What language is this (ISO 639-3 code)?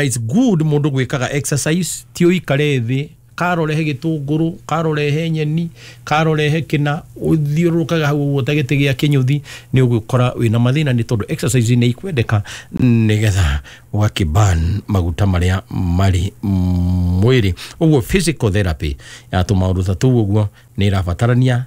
kik